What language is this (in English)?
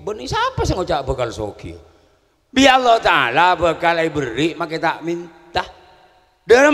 Madurese